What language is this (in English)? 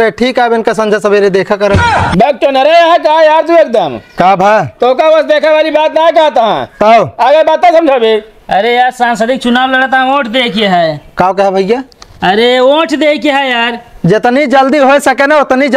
Awadhi